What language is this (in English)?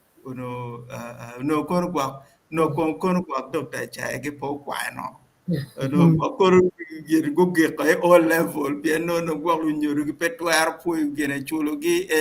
Acoli